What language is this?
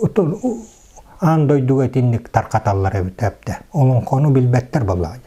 Yakut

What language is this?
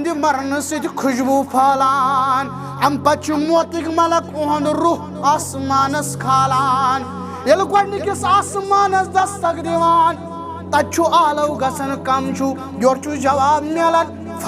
Kashmiri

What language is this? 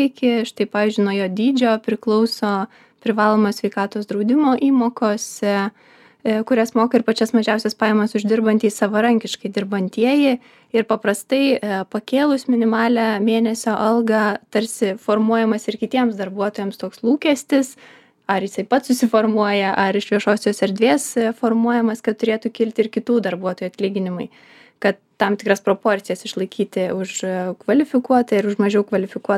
Lithuanian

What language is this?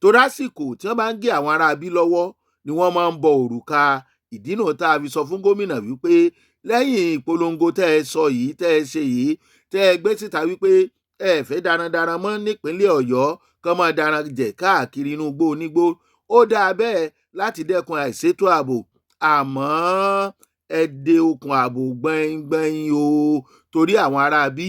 Yoruba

